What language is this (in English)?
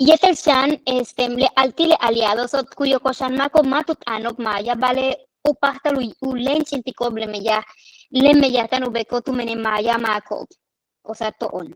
Yucateco